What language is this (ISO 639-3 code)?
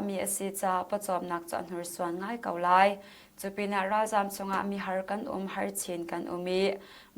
cnh